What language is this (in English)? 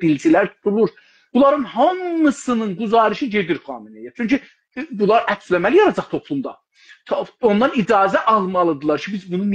South Azerbaijani